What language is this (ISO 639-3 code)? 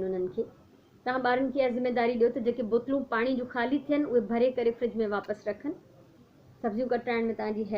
snd